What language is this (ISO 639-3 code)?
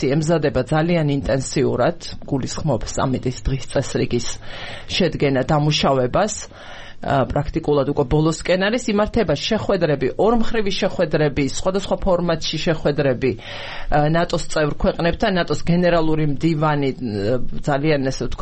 kat